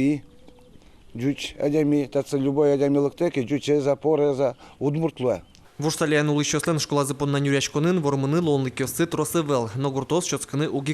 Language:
Udmurt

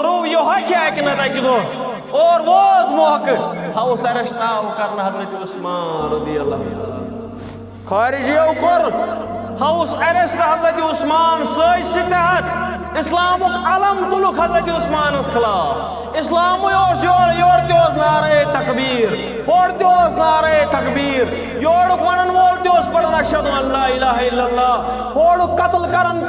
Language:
Kashmiri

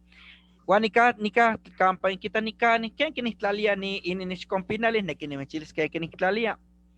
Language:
Eastern Huasteca Nahuatl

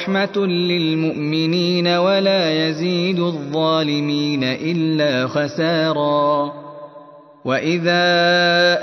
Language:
Arabic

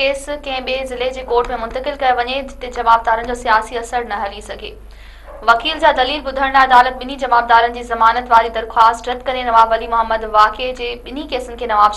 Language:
Sindhi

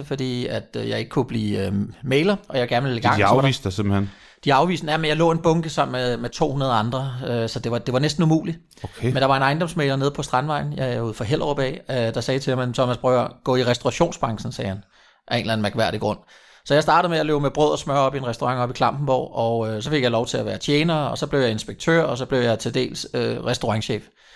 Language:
Danish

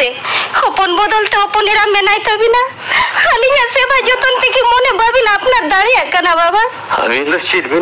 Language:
Santali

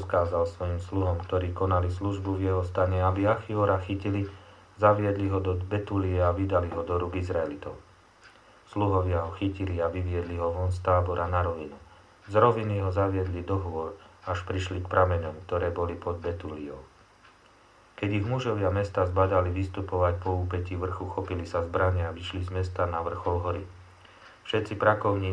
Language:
Slovak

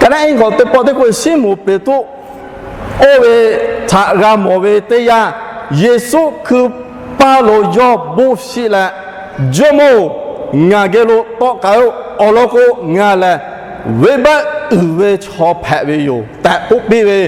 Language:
Lahu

